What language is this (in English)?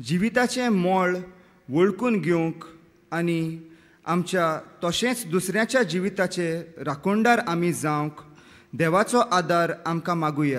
Konkani